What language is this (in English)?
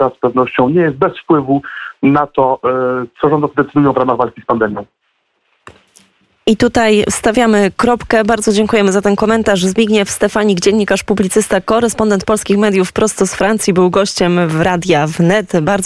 Polish